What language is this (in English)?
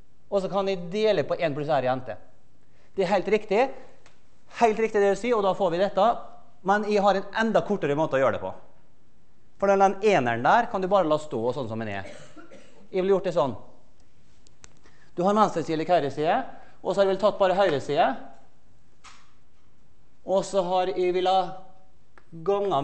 Norwegian